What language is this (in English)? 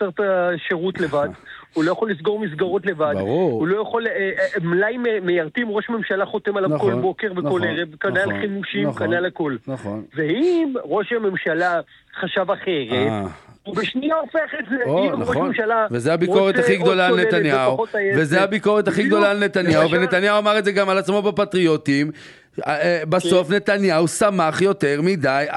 Hebrew